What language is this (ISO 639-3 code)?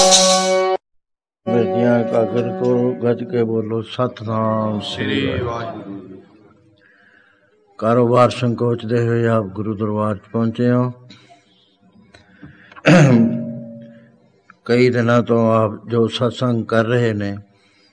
pan